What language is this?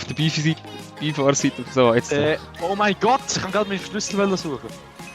Swiss German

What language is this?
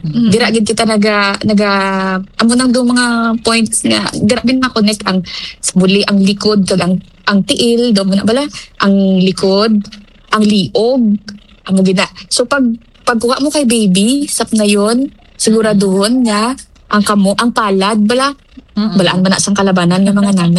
Hiligaynon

